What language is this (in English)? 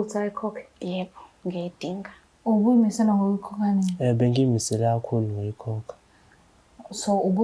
Zulu